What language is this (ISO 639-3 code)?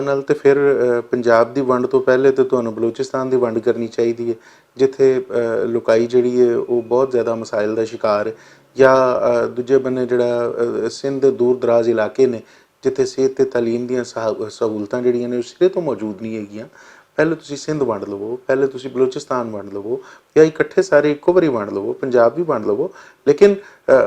lah